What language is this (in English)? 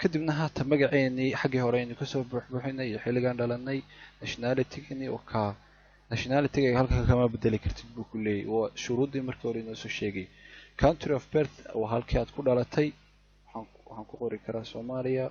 Somali